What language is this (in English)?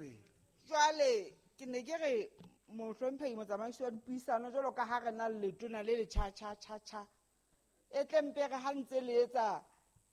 Southern Sotho